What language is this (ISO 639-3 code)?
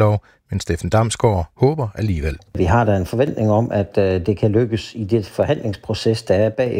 dan